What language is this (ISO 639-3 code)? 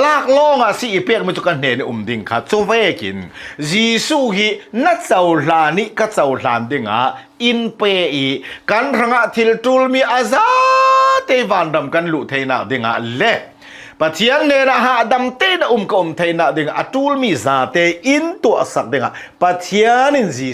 cnh